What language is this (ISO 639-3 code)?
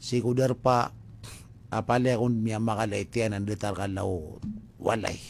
mrw